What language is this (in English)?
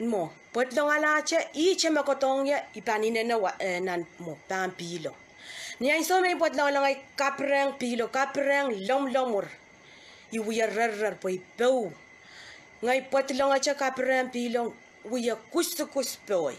Pohnpeian